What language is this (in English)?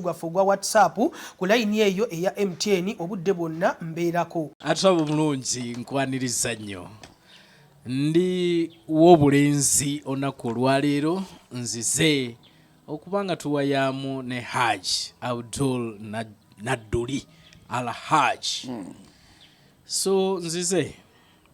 Ganda